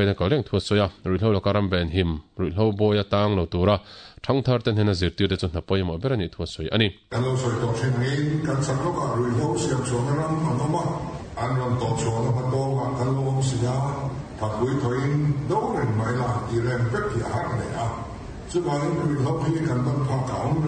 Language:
Mizo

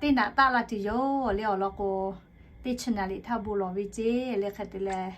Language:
Lahu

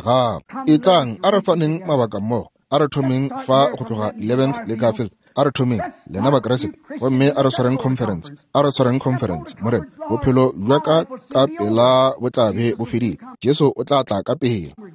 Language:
Northern Sotho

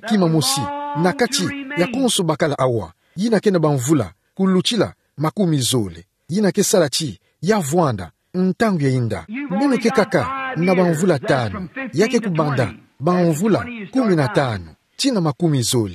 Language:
Kituba (Democratic Republic of Congo)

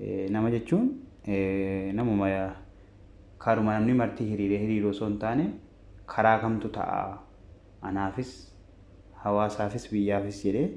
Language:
Oromo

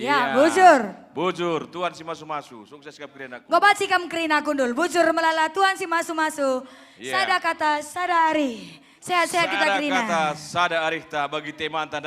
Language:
Batak Karo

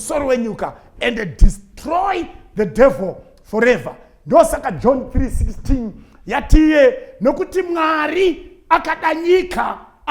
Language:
Shona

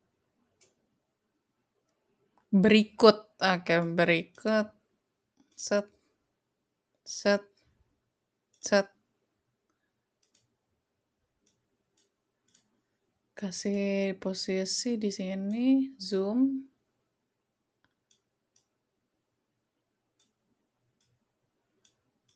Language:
Indonesian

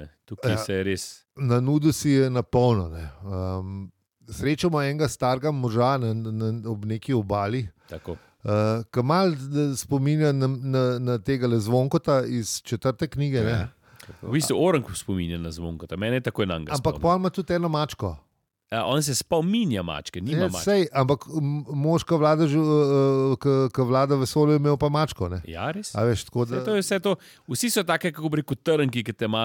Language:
Slovenian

